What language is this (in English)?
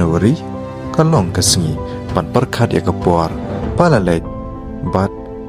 Khasi